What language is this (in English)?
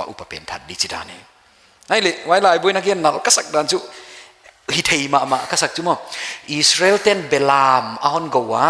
Paite Chin